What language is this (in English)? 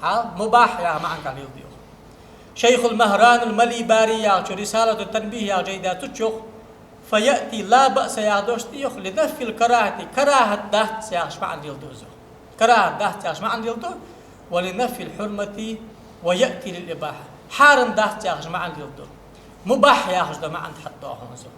Ingush